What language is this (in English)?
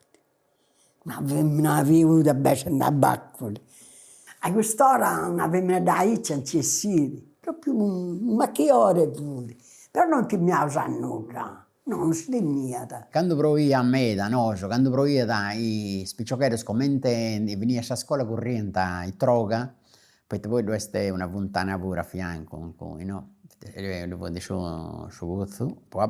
Sardinian